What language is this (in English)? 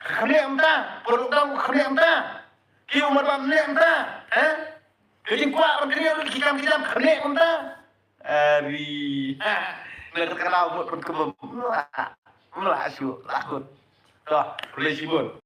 Khasi